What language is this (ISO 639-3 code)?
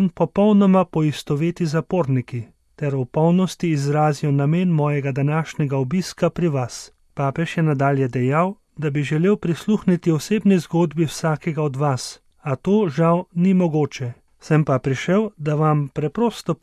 slv